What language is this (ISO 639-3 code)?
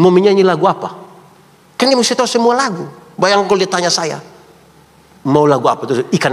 ind